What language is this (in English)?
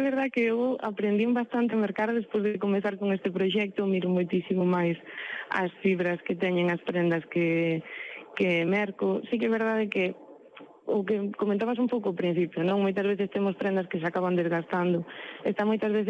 Galician